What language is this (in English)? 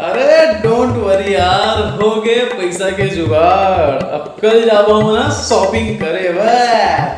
Chhattisgarhi